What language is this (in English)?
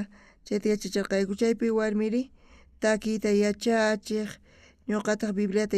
South Bolivian Quechua